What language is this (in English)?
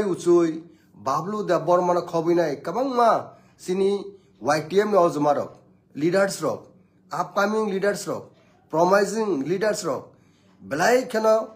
Kok Borok